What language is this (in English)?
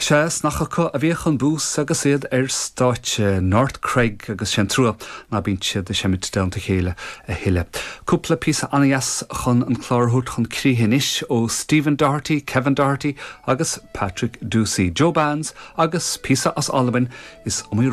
Irish